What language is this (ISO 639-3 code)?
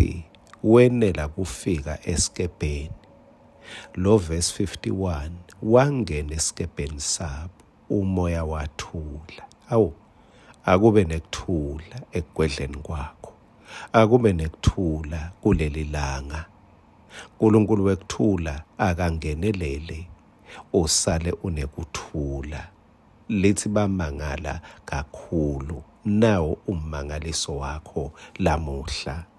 ssw